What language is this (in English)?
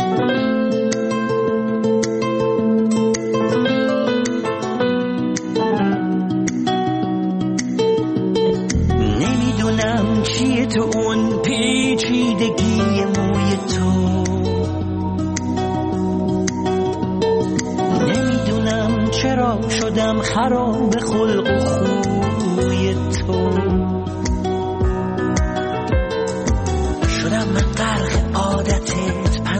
Persian